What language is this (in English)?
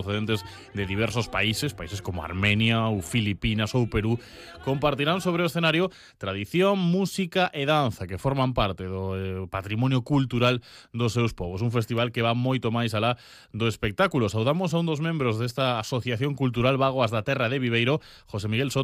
Galician